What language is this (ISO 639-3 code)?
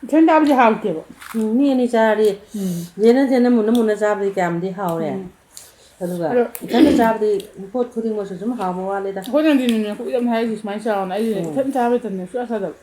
mni